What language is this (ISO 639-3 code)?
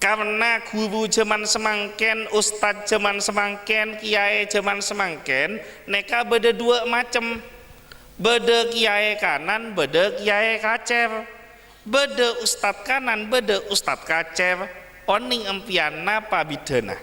mad